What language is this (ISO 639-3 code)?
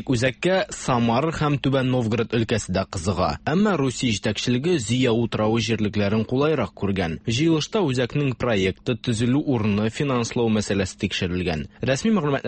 tat